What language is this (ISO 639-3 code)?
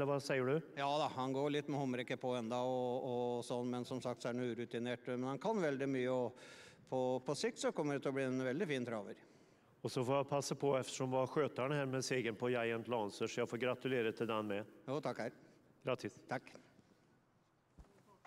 swe